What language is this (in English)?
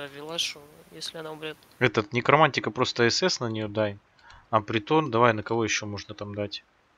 Russian